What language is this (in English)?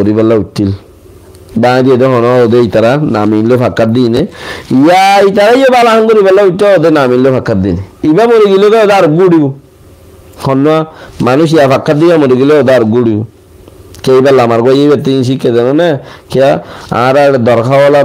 Rohingya